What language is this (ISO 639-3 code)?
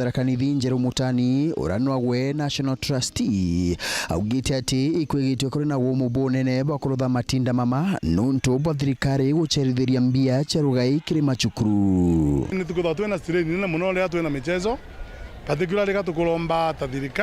mer